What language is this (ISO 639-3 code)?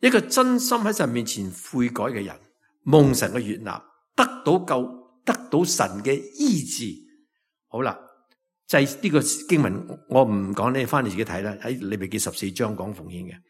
yue